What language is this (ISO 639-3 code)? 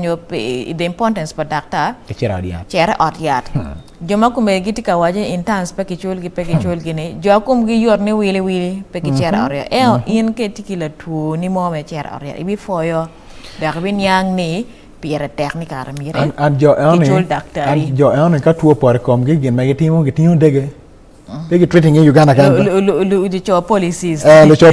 ach